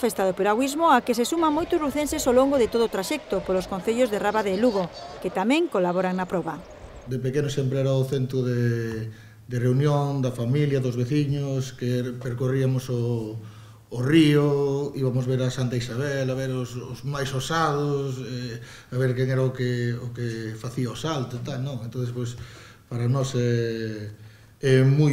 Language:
Galician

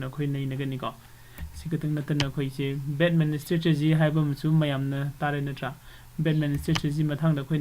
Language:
Manipuri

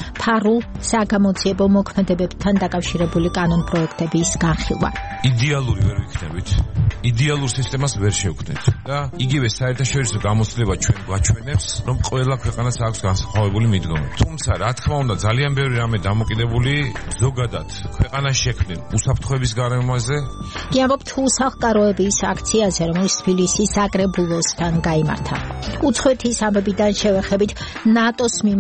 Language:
Georgian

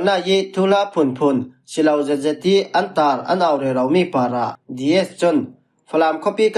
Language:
Falam Chin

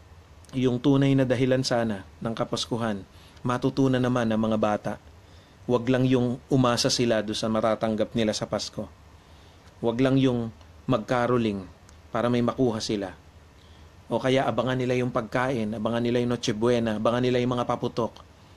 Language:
Filipino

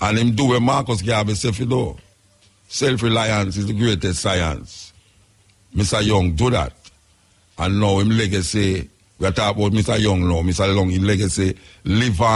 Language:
Jamaican Creole English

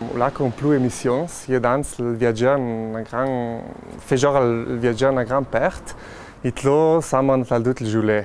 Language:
Ladin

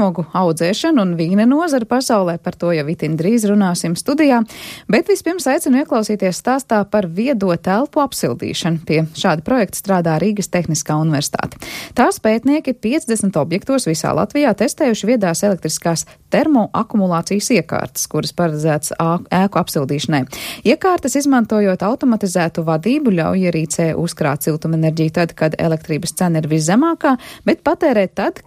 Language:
Latvian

